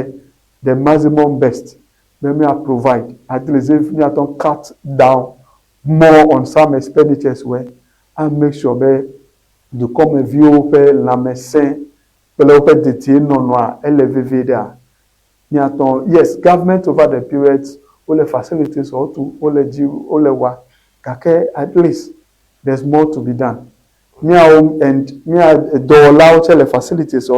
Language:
Ewe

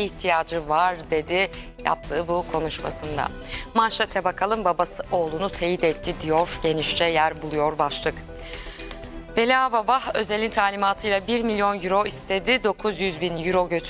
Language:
Turkish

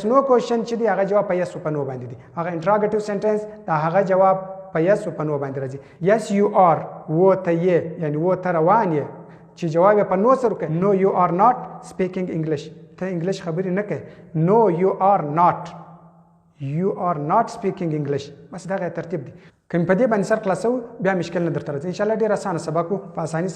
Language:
Pashto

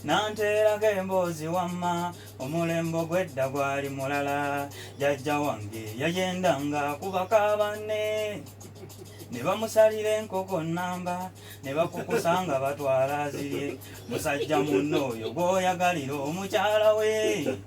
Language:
Ganda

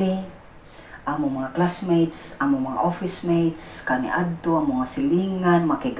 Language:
Cebuano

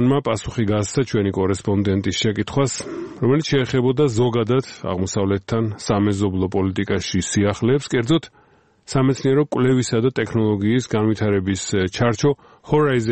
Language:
Georgian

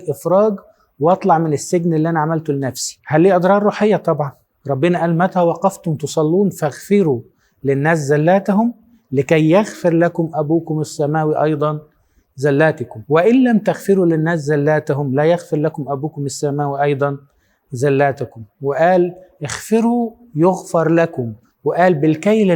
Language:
Egyptian Arabic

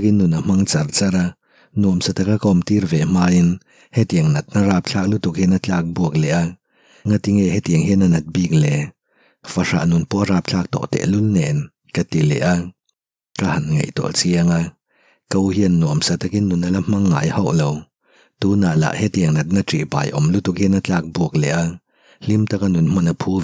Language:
Mizo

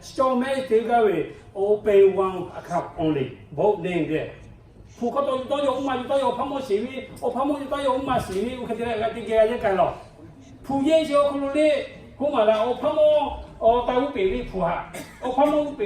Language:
Lahu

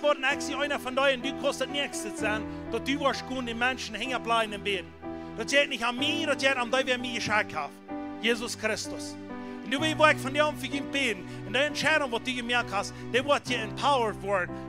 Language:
Plautdietsch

